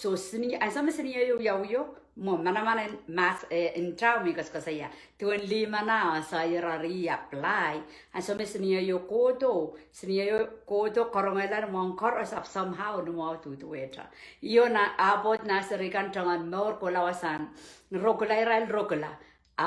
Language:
Pohnpeian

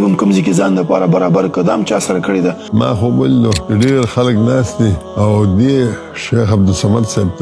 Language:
Pashto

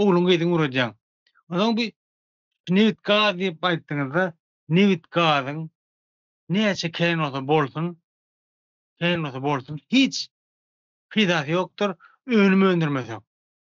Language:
Turkmen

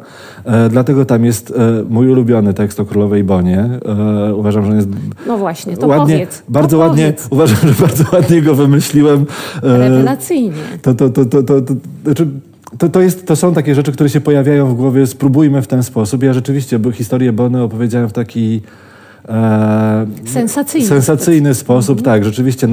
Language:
Polish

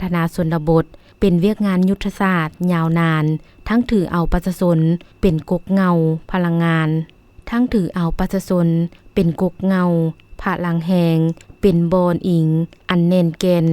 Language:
Lao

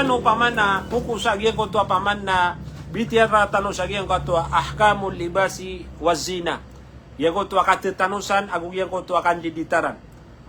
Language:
Maranao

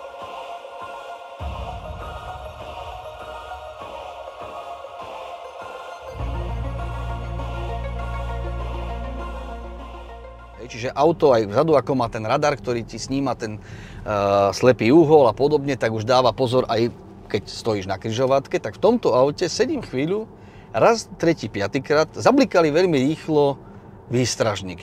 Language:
Slovak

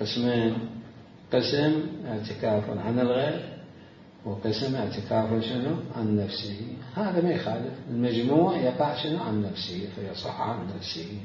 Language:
Mesopotamian Arabic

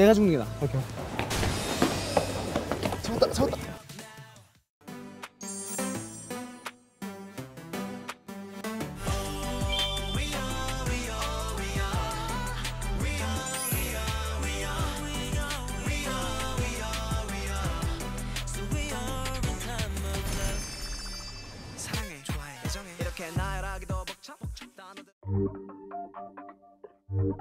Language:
Korean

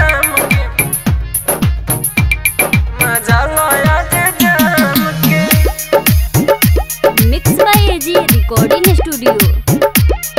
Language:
Bhojpuri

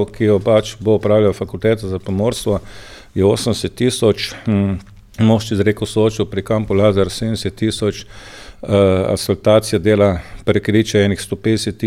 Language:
Slovenian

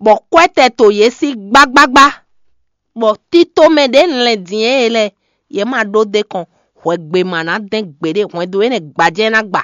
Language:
Fon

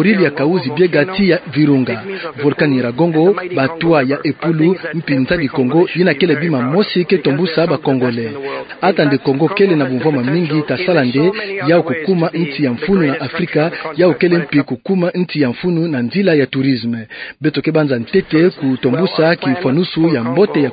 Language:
Kituba (Democratic Republic of Congo)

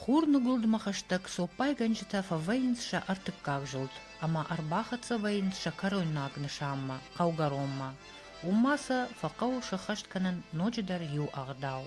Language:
Ossetic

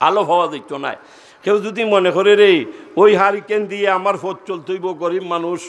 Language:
Sylheti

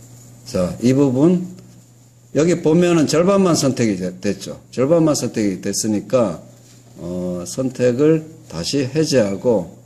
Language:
Korean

